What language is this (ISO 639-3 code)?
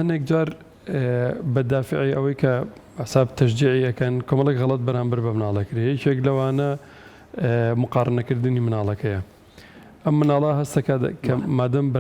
ckb